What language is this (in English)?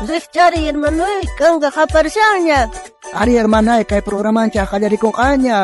South Bolivian Quechua